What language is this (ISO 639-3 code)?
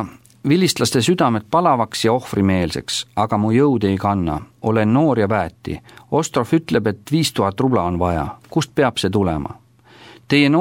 est